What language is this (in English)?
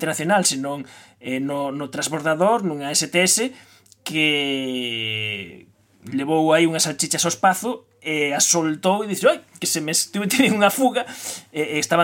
Galician